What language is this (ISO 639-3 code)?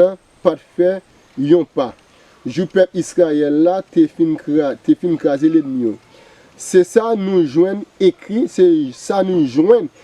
hat